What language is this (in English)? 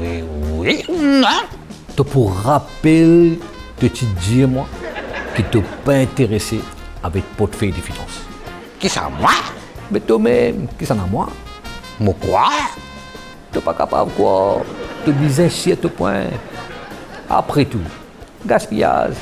Morisyen